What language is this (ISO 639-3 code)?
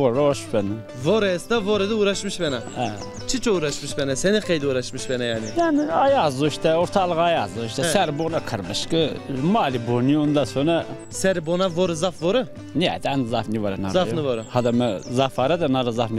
zza